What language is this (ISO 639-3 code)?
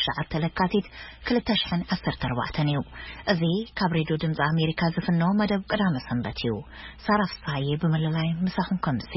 tir